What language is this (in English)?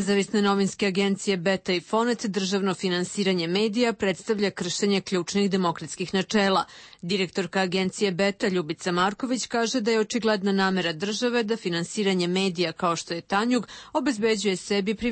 Serbian